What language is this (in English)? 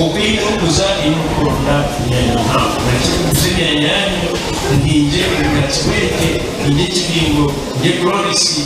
Nyankole